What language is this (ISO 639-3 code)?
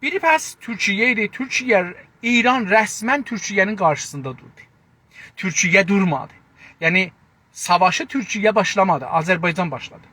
azb